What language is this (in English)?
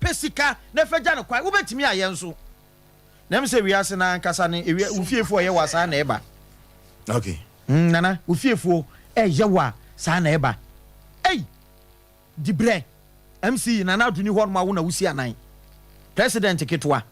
Akan